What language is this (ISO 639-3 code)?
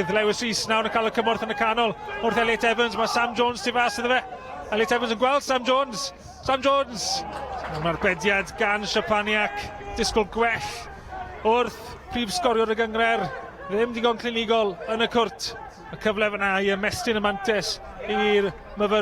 cym